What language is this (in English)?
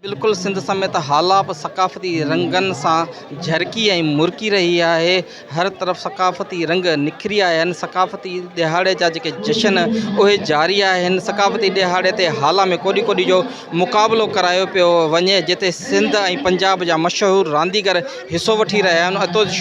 Sindhi